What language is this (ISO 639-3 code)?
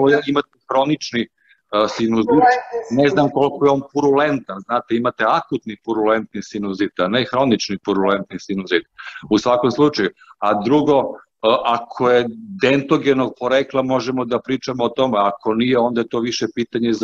srp